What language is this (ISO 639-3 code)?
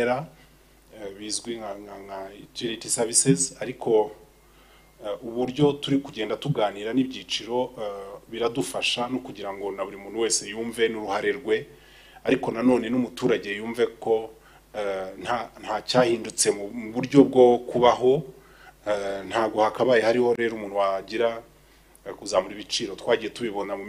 kin